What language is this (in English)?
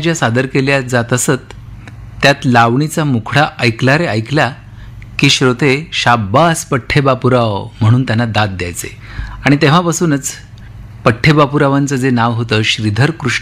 Marathi